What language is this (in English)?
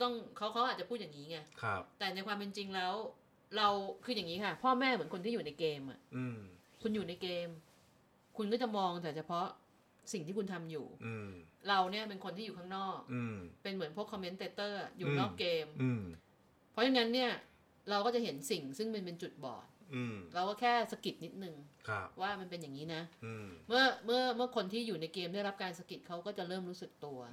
Thai